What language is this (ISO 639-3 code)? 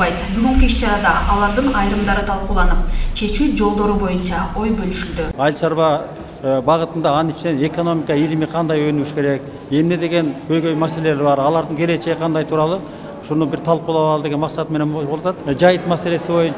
kir